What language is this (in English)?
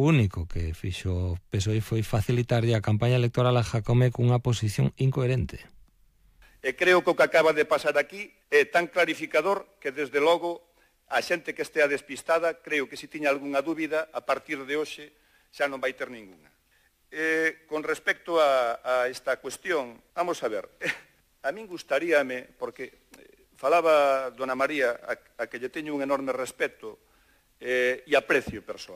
Galician